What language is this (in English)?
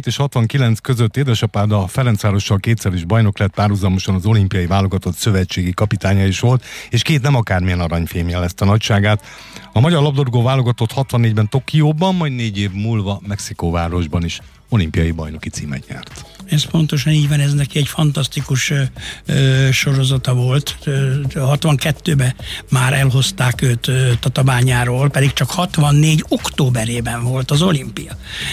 Hungarian